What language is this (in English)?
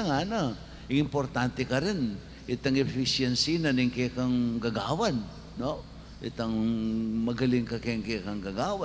Pampanga